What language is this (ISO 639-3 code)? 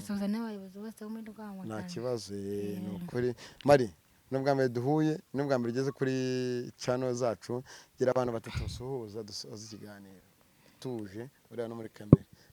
kin